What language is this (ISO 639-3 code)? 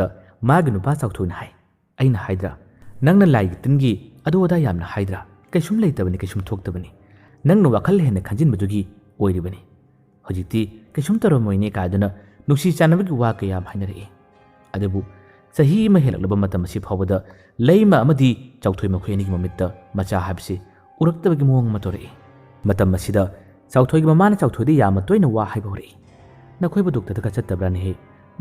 mni